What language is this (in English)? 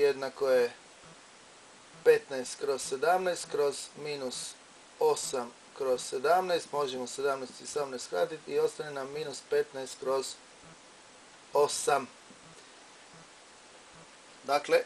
Croatian